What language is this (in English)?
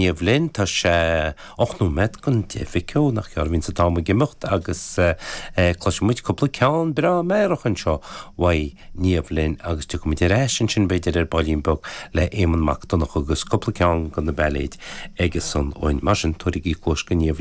Irish